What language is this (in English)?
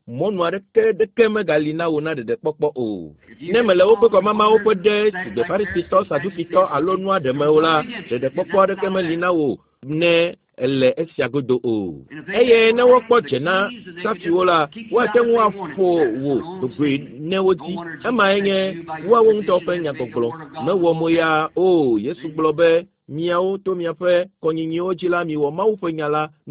Ewe